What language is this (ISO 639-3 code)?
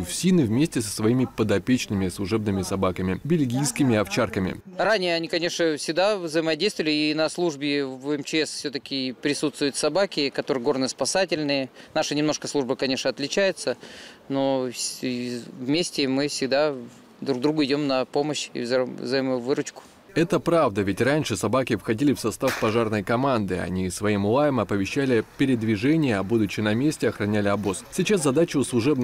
rus